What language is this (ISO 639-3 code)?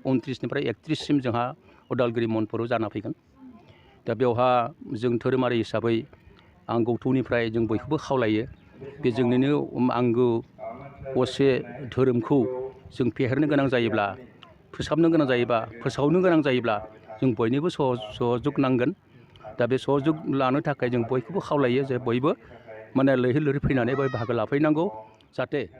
brx